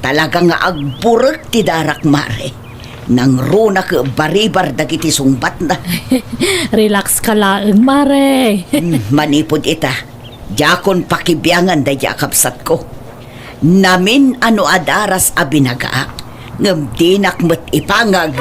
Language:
Iloko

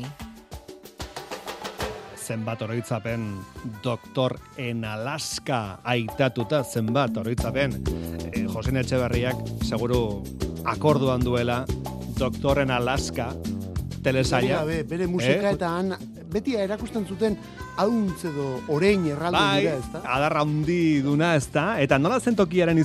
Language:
Basque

